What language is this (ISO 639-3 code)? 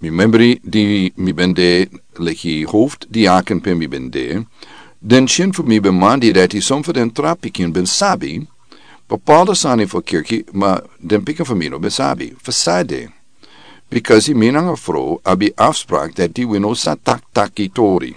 srn